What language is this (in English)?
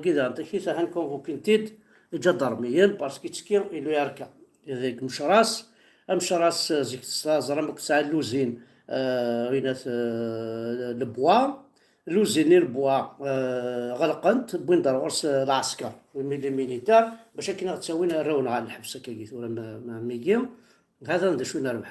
Kabyle